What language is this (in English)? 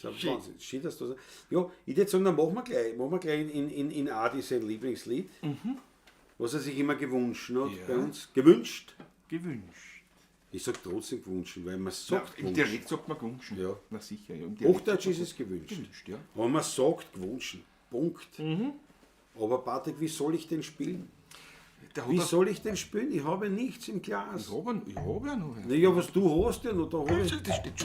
Bavarian